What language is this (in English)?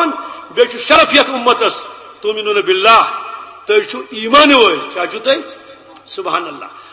Kashmiri